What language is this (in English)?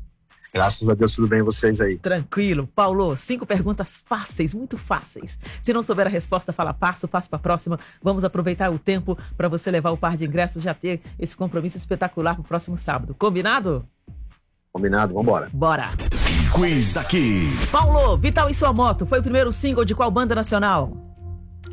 Portuguese